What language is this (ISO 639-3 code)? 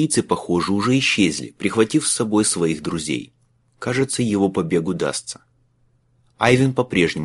rus